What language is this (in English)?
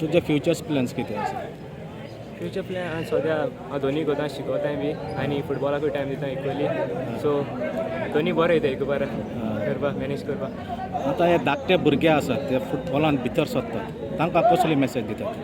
Konkani